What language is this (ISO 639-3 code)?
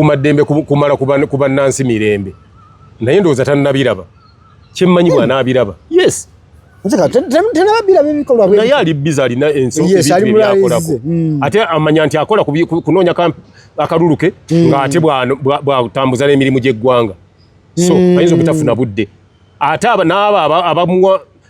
lug